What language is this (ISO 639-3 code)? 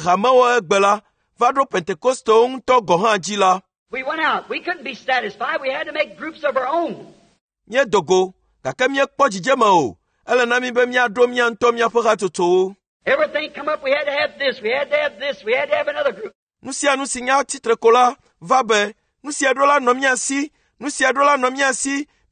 ewe